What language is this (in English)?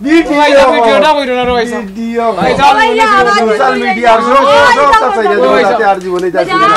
Sylheti